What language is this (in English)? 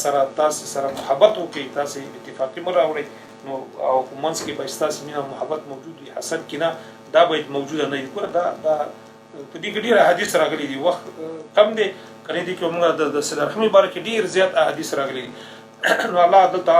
Pashto